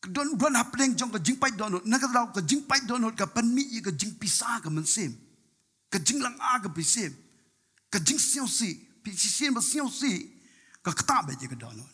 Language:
Khasi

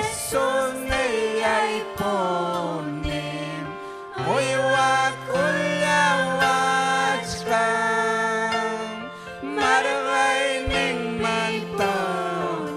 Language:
Ayacucho Quechua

